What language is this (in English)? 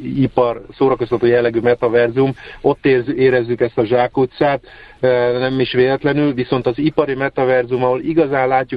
Hungarian